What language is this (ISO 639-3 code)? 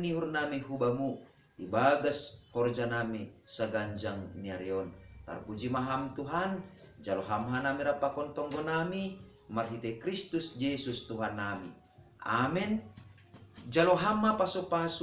bts